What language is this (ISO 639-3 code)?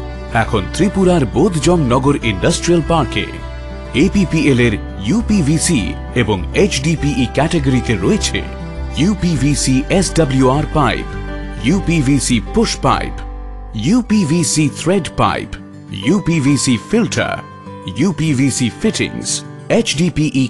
ben